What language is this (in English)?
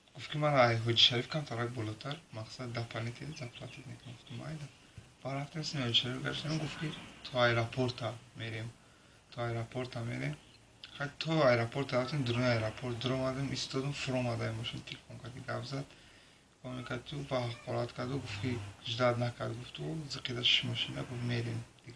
Tajik